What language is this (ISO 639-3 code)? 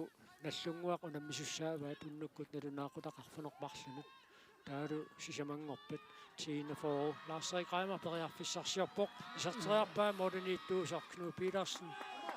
kal